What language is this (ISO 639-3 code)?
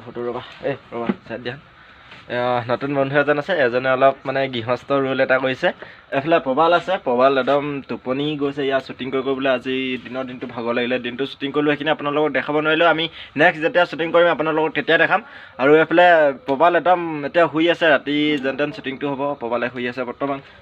asm